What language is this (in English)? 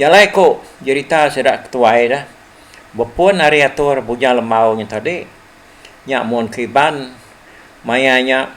Iban